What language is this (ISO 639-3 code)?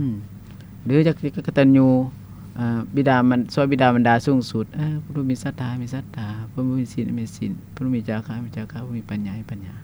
lao